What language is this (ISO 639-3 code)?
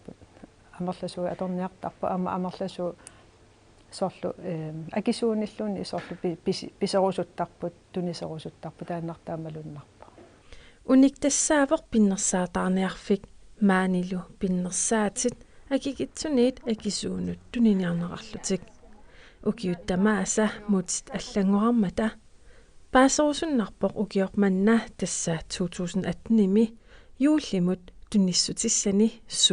kal